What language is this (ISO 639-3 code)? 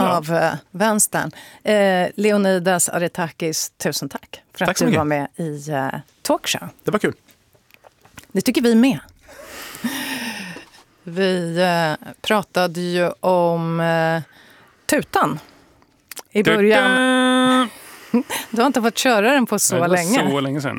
swe